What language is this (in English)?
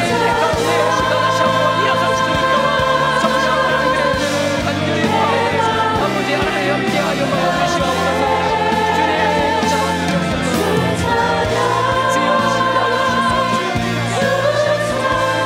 Korean